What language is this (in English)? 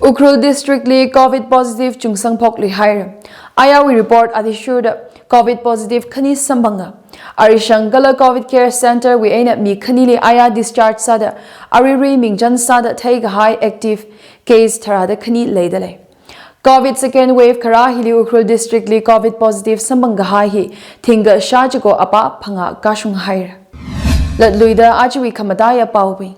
Tangkhul Naga (India)